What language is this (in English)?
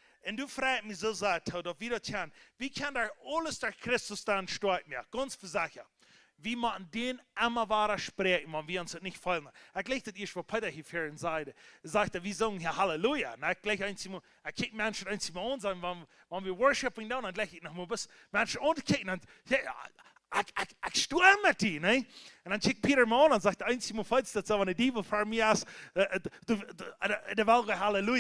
Plautdietsch